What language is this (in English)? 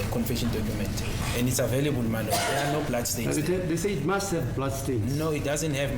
Venda